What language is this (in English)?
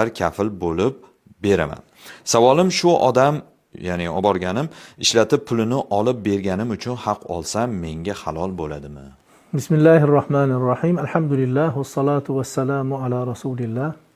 Uzbek